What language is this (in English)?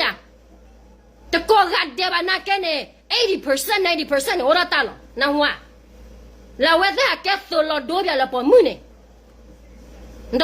S'gaw Karen